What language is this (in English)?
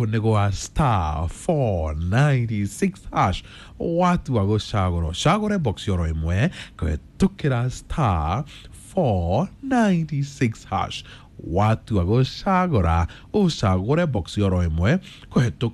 Kikuyu